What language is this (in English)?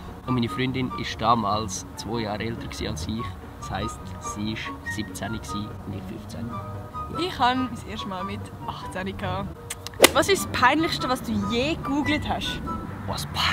Swiss German